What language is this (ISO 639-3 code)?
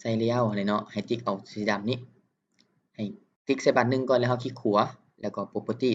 lao